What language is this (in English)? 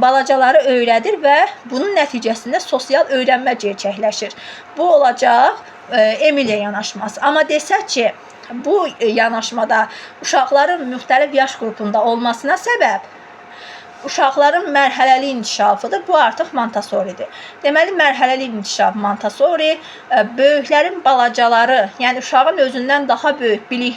Azerbaijani